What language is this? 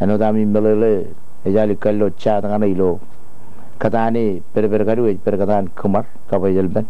Marshallese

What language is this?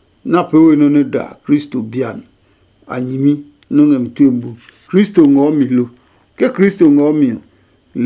Adangme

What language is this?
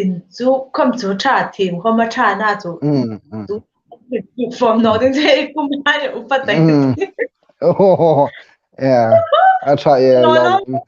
Hmar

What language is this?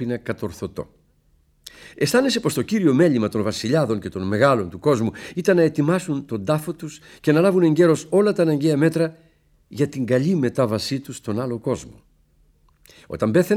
Greek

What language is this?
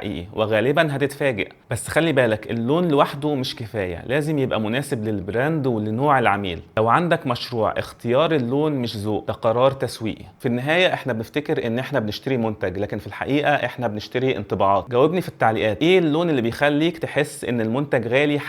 Egyptian Arabic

